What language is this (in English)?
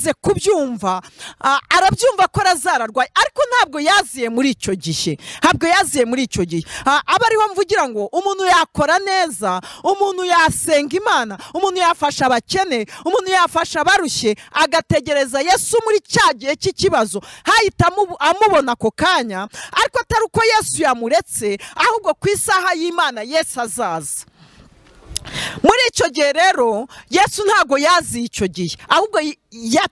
Kinyarwanda